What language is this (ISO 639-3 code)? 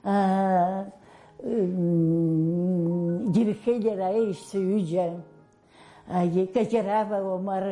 abk